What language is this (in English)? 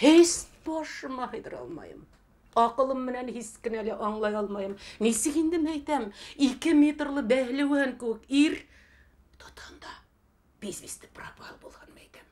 Bashkir